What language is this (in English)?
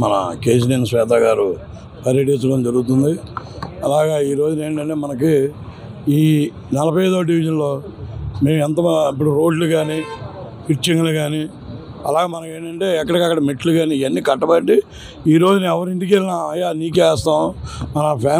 Telugu